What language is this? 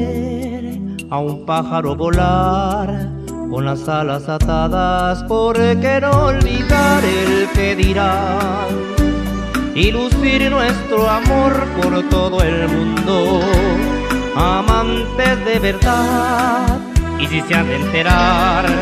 Spanish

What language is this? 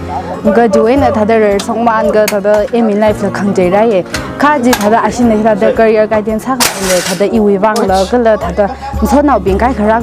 Tangkhul Naga (India)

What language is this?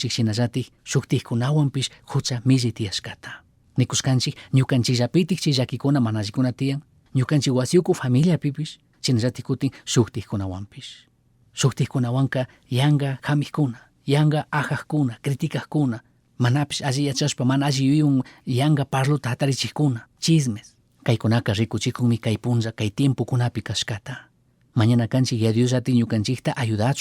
Chimborazo Highland Quichua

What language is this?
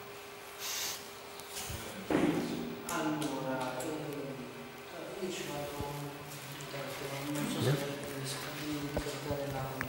Italian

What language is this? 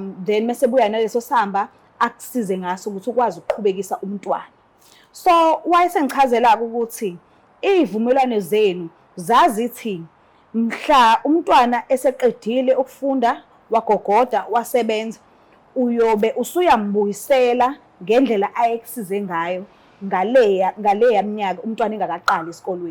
Zulu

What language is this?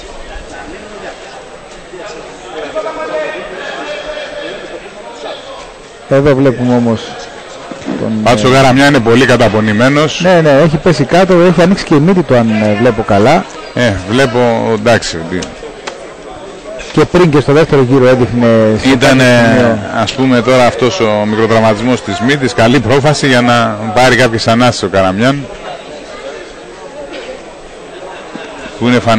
Greek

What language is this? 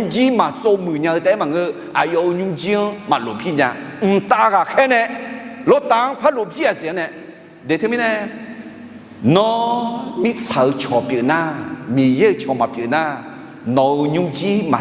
Akha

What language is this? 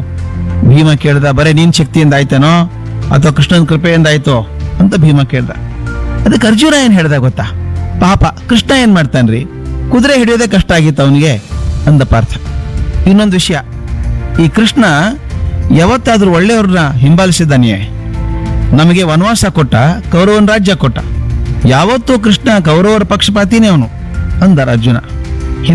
Kannada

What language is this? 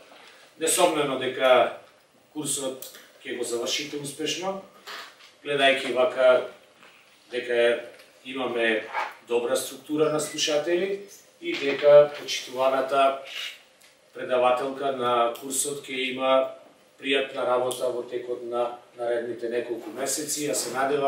Macedonian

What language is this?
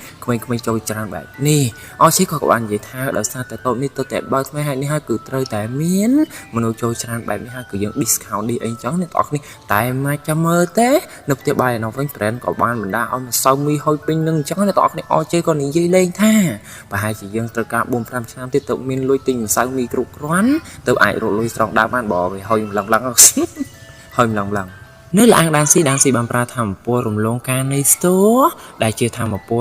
Khmer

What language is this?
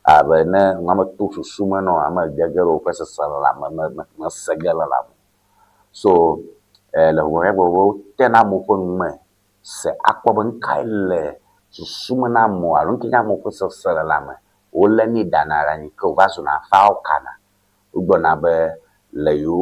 Ewe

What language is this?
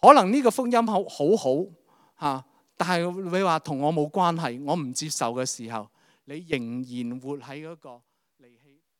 Cantonese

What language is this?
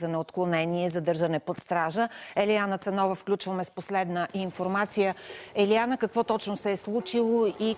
Bulgarian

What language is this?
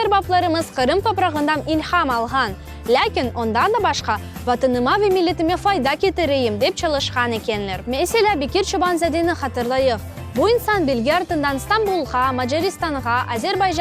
Crimean Tatar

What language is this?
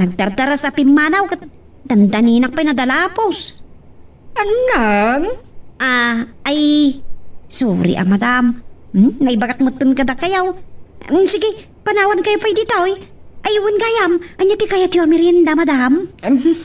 Iloko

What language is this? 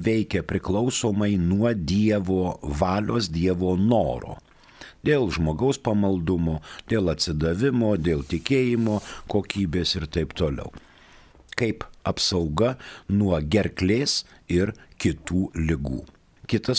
Lithuanian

